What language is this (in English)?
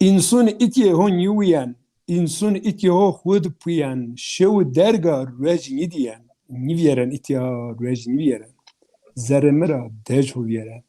Zaza